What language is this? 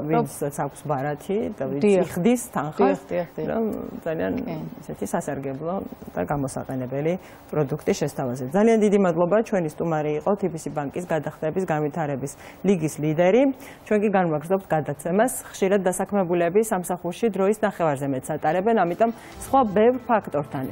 Georgian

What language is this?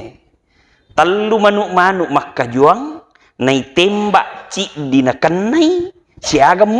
Buginese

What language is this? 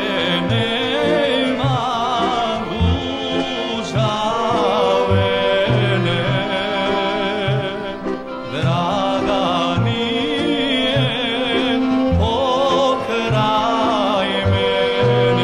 Croatian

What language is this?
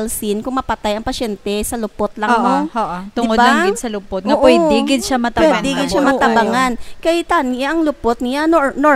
Hiligaynon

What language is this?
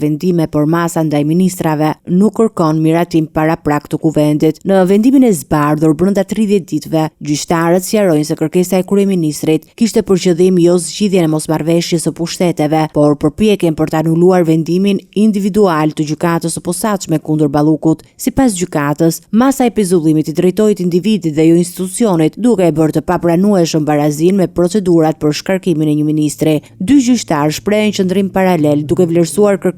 Albanian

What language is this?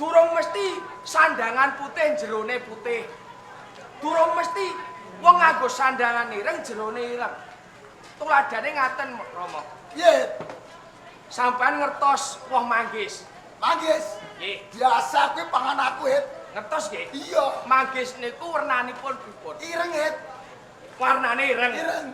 Javanese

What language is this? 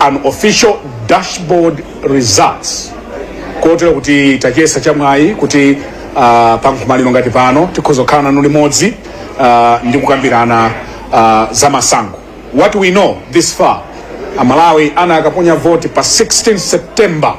Nyanja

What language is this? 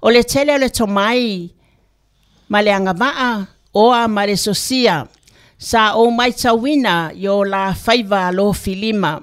Samoan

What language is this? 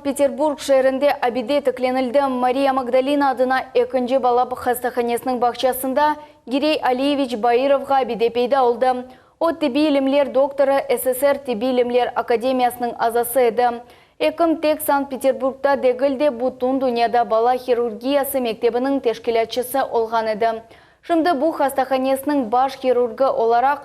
Crimean Tatar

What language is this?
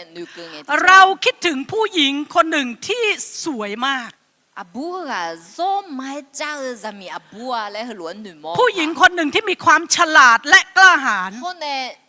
Akha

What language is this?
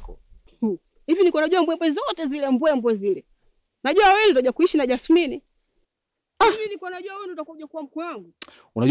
Swahili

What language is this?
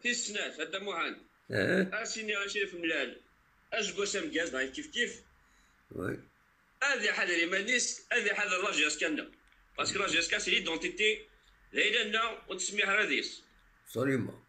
Kabyle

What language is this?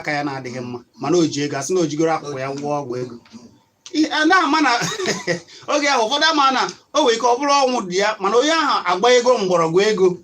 Igbo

